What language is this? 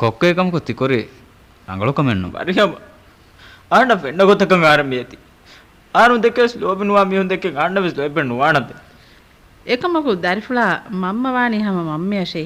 Divehi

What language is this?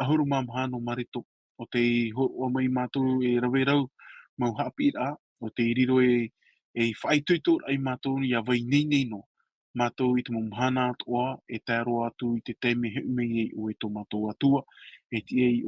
Tahitian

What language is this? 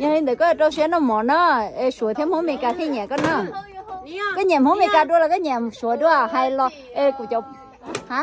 Hmong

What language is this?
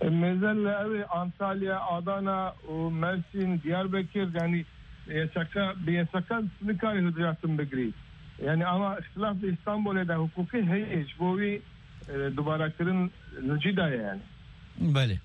Kurdish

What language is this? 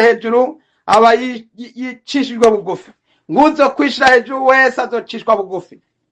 Rundi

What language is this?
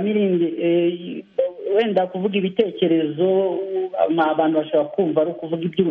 Kinyarwanda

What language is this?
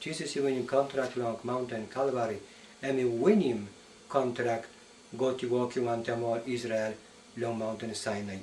Tok Pisin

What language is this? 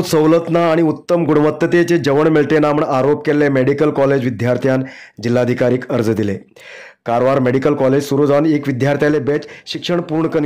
Konkani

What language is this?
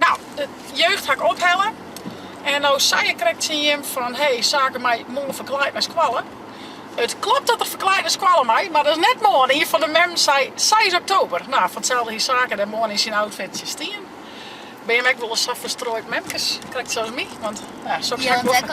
Western Frisian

